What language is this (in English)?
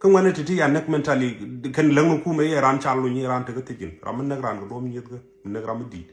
Nuer